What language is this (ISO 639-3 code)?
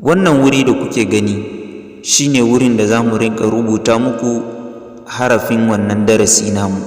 hau